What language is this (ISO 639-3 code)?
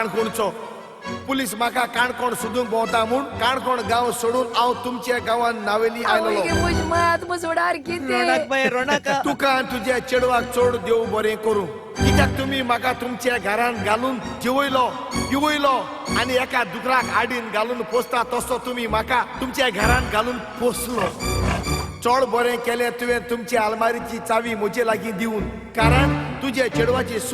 kok